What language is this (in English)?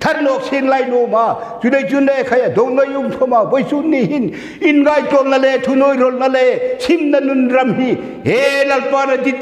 Hmar